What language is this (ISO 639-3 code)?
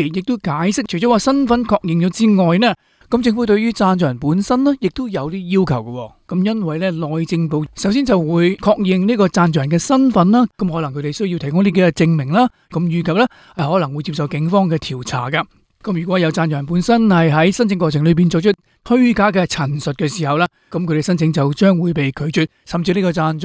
yue